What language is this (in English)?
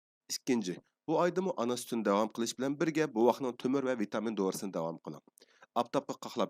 Uyghur